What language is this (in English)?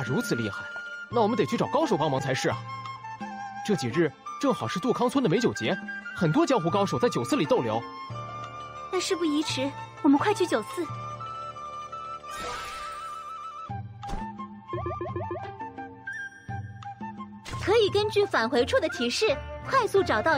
Chinese